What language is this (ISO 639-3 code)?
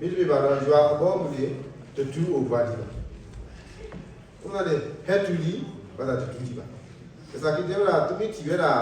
ksw